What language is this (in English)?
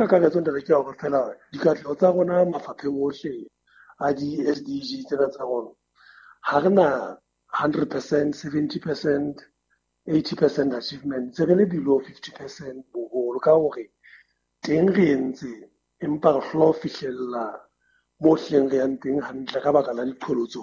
Southern Sotho